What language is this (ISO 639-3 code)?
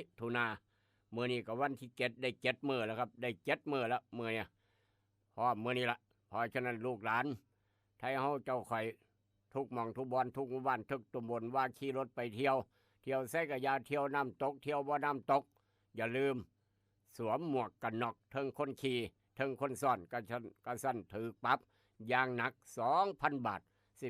tts